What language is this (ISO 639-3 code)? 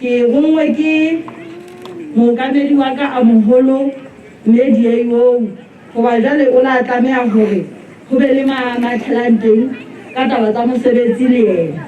sot